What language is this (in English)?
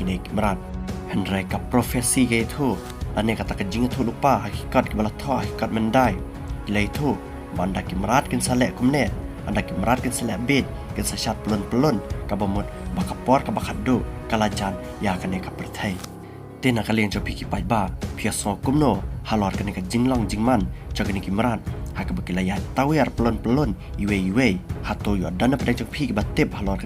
Khasi